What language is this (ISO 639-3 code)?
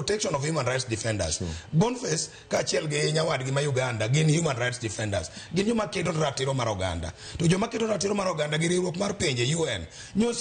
luo